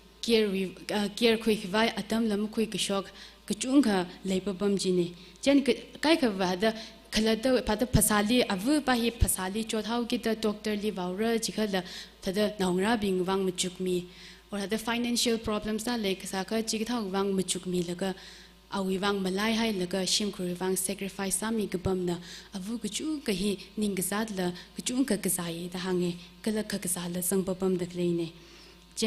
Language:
Tangkhul Naga (India)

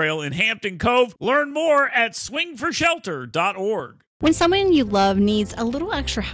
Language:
English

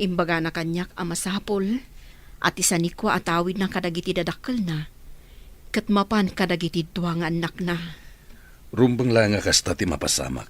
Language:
Iloko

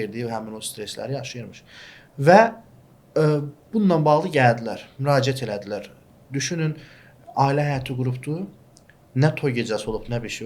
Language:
Azerbaijani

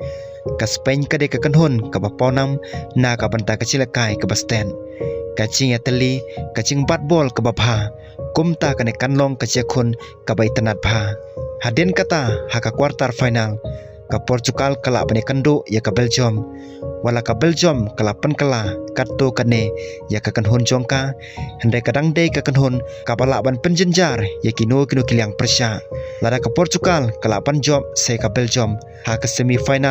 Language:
Khasi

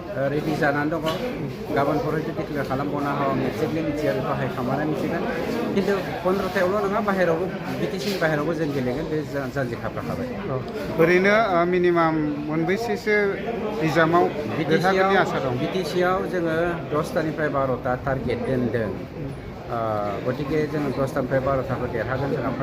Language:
Bodo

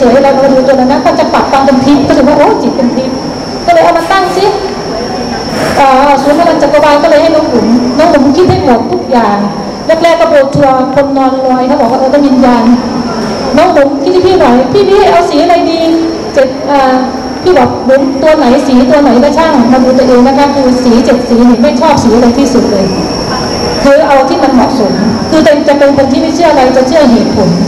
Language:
Thai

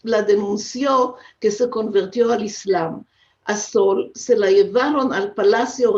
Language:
Ladino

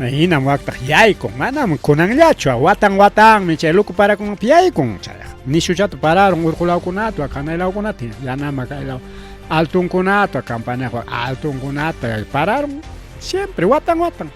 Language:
Ayacucho Quechua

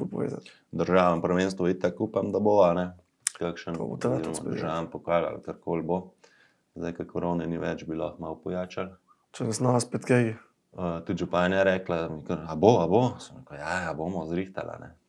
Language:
Slovenian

